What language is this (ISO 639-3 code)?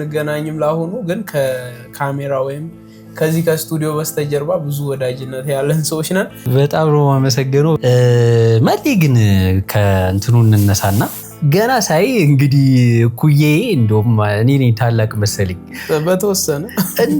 amh